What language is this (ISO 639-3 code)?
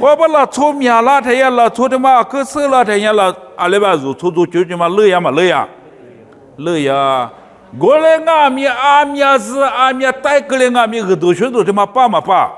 lis